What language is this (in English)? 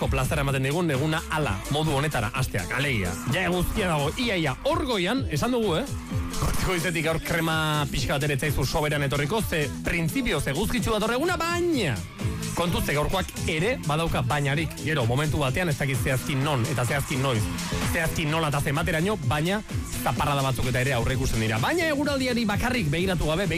Basque